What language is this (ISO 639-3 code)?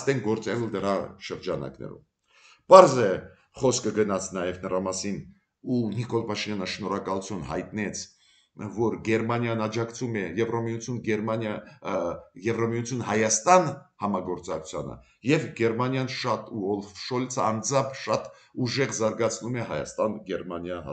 hye